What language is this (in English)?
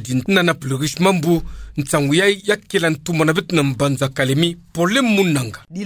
Kituba (Democratic Republic of Congo)